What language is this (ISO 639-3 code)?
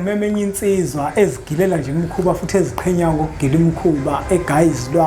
zul